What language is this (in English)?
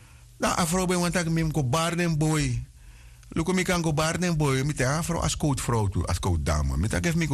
Sranan Tongo